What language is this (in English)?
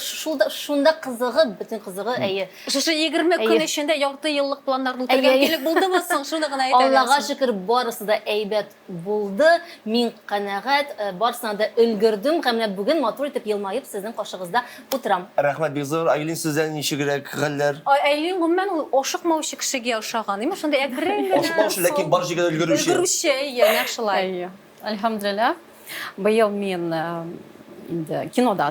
Tatar